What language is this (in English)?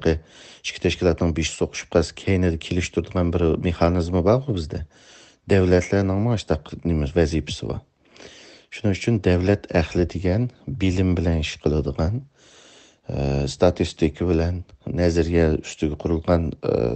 Uyghur